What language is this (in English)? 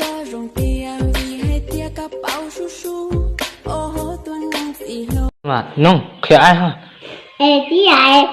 Hmong